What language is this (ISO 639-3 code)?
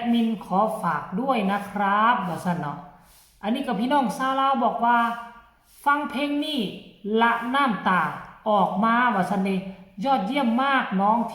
tts